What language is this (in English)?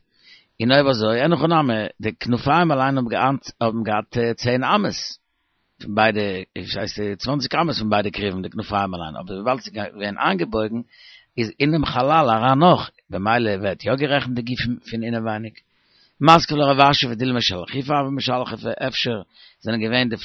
Yiddish